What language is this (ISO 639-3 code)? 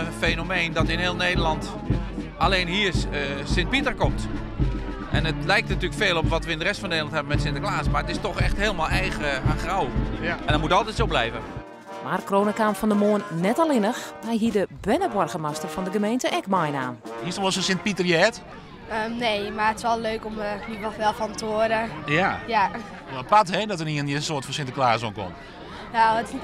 fry